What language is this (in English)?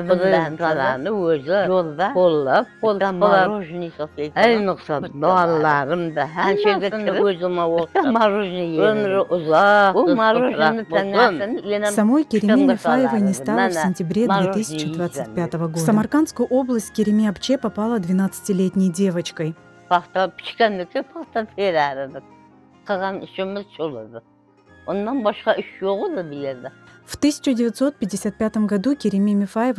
Crimean Tatar